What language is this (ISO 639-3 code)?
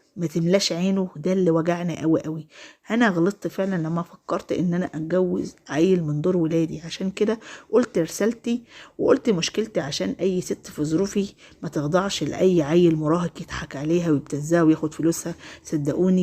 arz